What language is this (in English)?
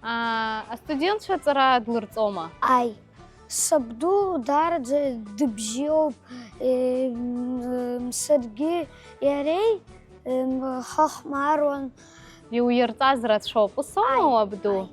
Abkhazian